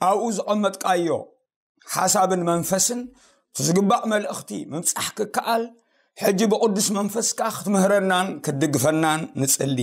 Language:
Tigrinya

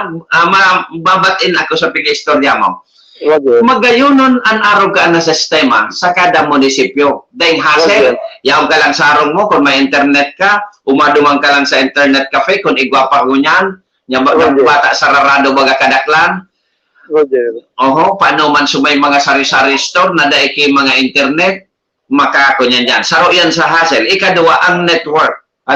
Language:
Bikol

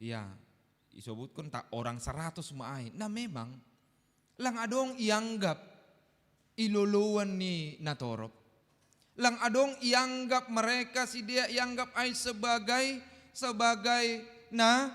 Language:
Batak Simalungun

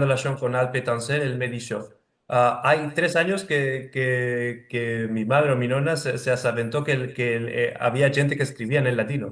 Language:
Ladino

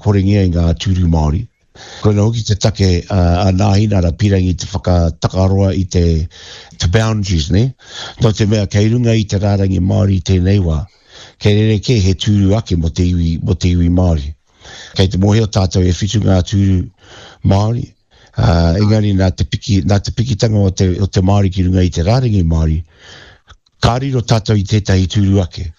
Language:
Māori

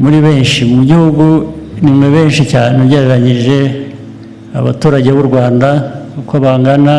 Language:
Kinyarwanda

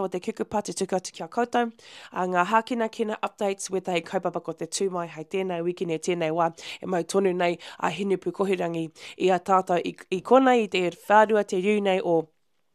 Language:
Māori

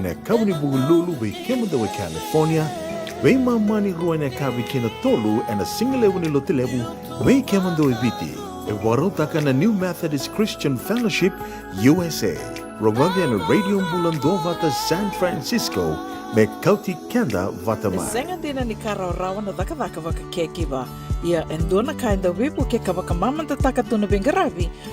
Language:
Fijian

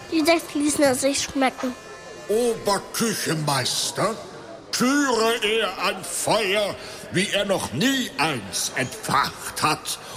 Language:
German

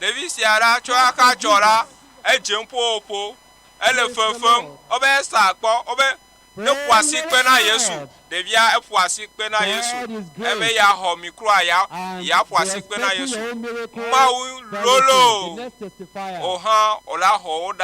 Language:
Ewe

